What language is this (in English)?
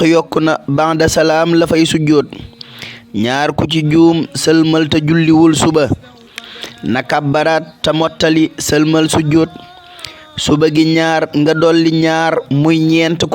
Wolof